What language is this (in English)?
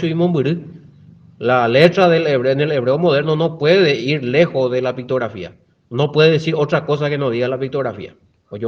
Guarani